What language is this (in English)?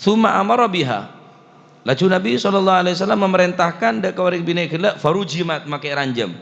Madurese